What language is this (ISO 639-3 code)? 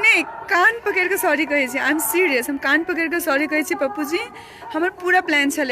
mai